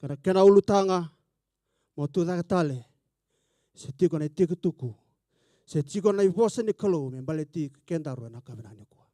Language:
Fijian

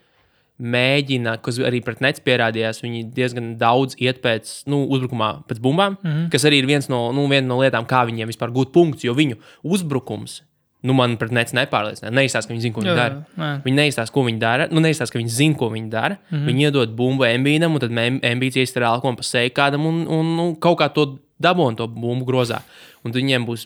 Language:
Latvian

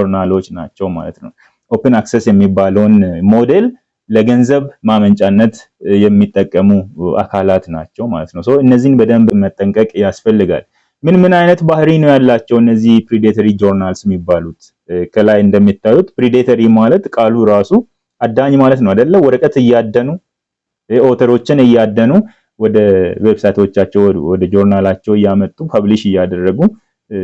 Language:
Amharic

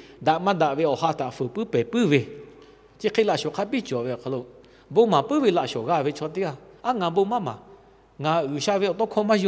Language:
Lahu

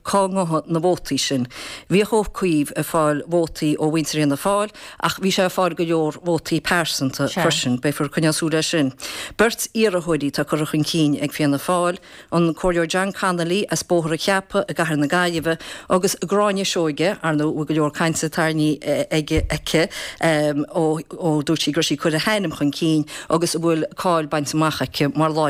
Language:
Irish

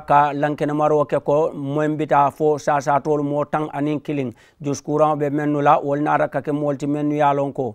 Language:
Mandingo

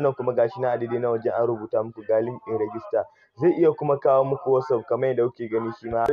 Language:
Hausa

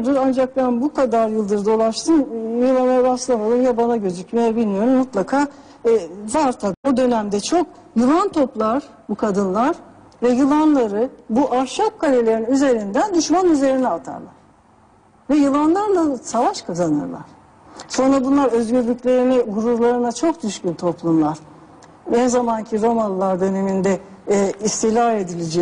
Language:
Turkish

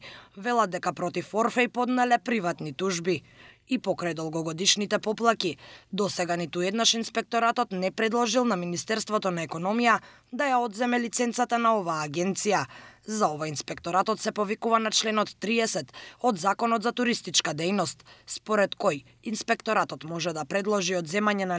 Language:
Macedonian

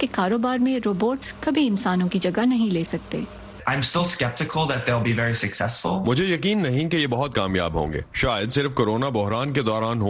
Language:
Urdu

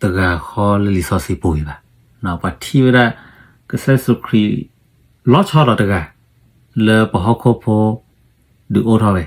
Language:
S'gaw Karen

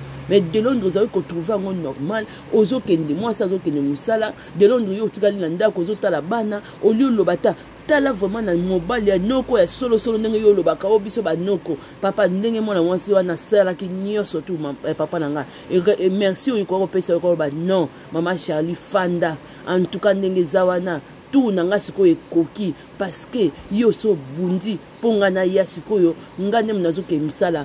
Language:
Lingala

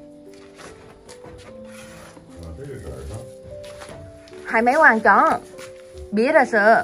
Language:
Vietnamese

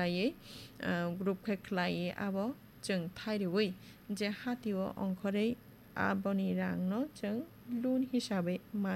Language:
Kok Borok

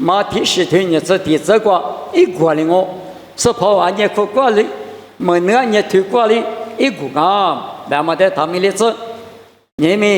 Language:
Lisu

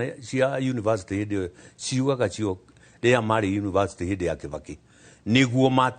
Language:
Kikuyu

